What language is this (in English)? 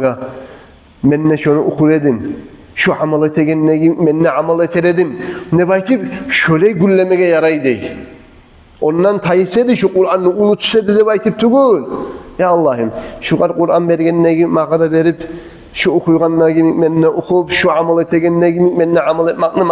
Kumyk